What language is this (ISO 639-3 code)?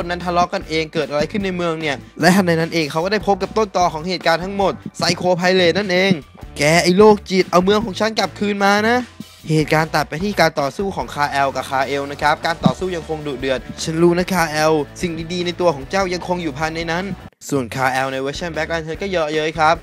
tha